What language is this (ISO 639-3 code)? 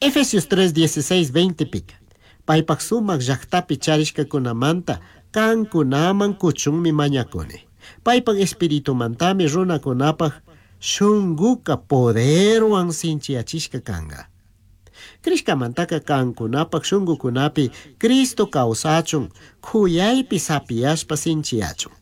qug